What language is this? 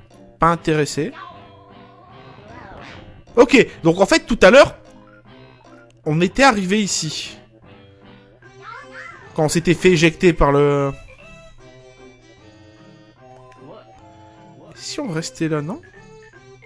French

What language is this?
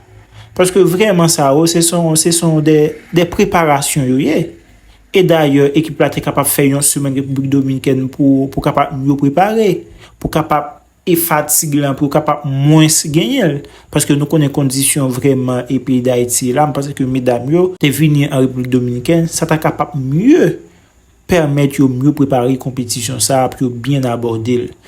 Haitian Creole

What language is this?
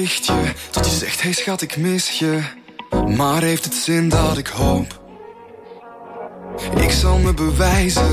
Dutch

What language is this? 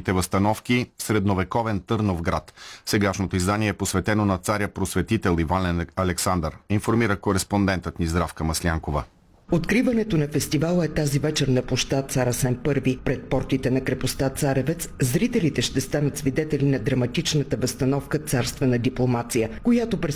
Bulgarian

